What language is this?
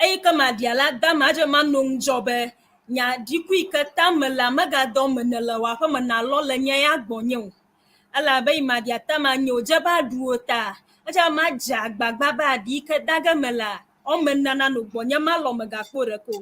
Ewe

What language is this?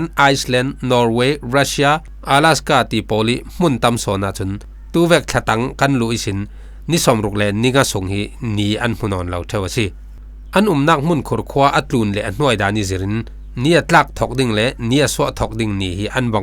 Falam Chin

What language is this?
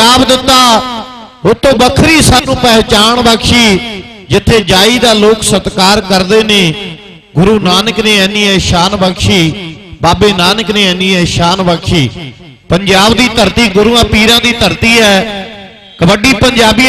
Punjabi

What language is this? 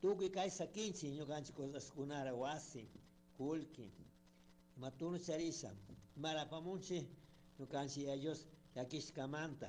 Chimborazo Highland Quichua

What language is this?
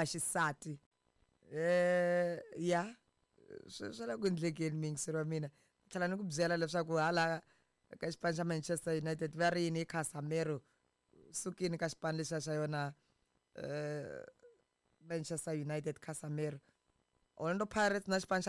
Tsonga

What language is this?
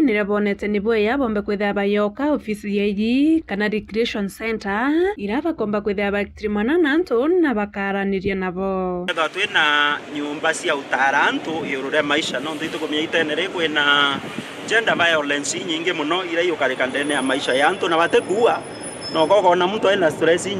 Meru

